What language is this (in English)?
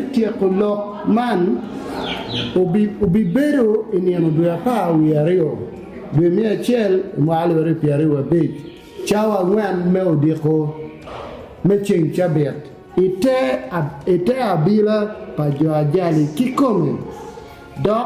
Acoli